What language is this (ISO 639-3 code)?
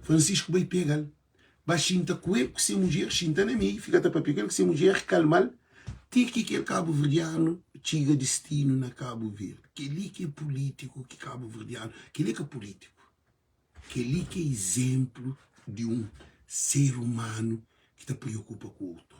kea